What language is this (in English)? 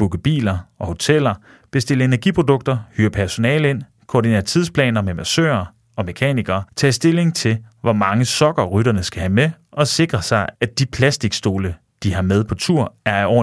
Danish